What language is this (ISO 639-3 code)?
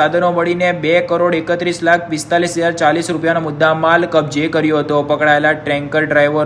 guj